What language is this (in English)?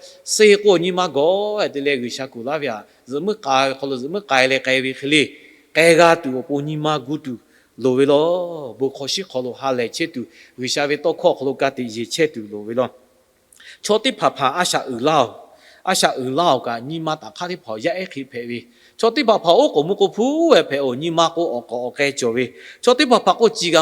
Lahu